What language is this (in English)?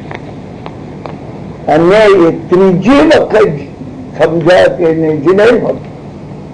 Gujarati